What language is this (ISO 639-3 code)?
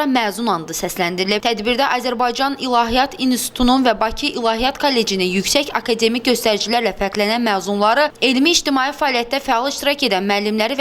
aze